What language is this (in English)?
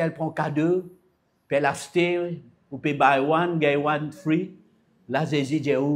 Morisyen